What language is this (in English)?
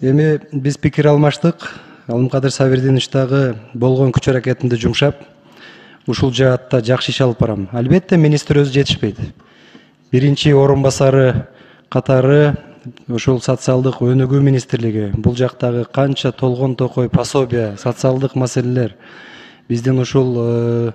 Kyrgyz